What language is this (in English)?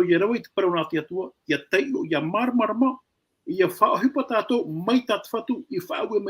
Tahitian